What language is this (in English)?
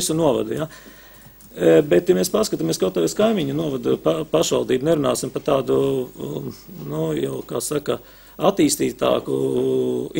Latvian